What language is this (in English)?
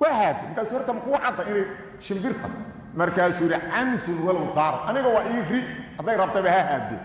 Somali